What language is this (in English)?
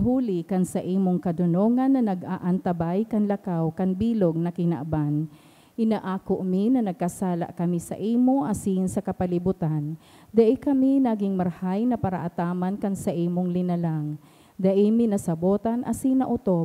Bikol